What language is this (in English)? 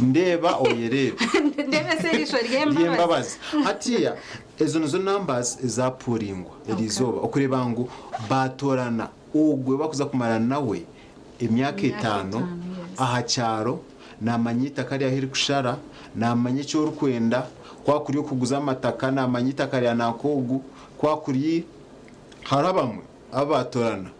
Nyankole